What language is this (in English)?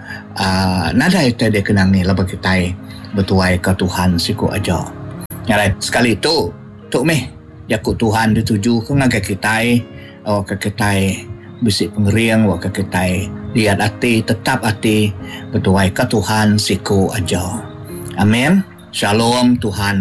Iban